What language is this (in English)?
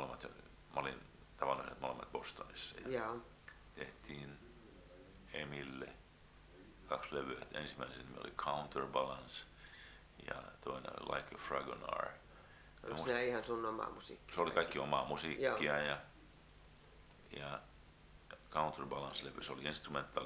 Finnish